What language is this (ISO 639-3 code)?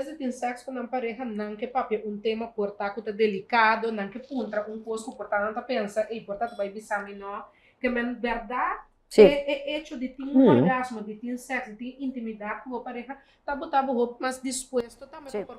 pap